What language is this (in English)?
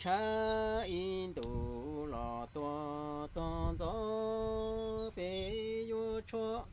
Hmong